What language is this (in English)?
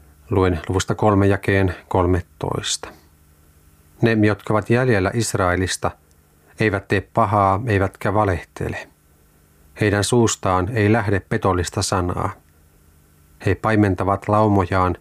Finnish